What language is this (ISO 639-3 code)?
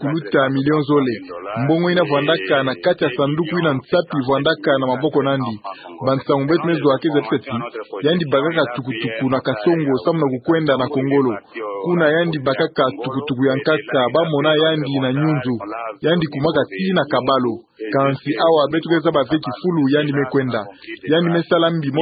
ktu